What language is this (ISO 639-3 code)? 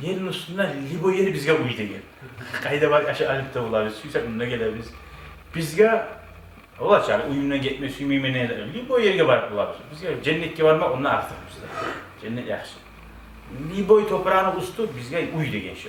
kum